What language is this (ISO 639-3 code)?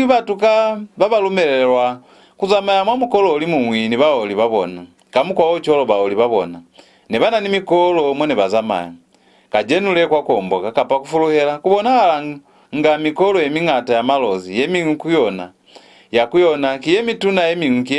loz